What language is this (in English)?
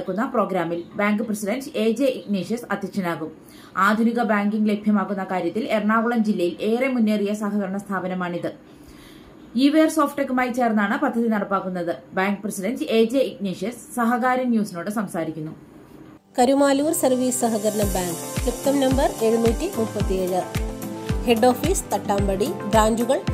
Malayalam